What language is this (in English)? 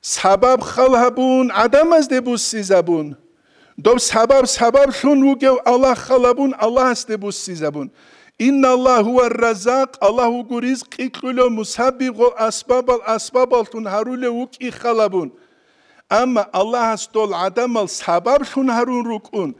Avaric